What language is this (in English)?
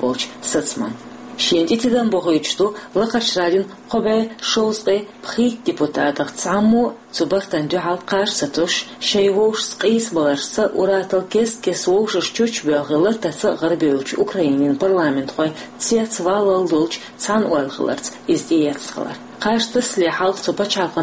Chechen